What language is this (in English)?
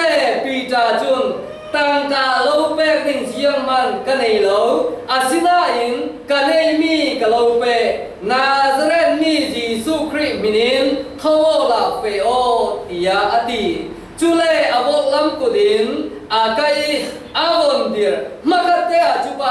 Falam Chin